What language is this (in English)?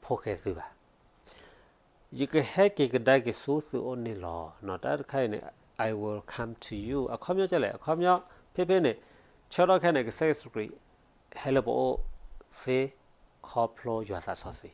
S'gaw Karen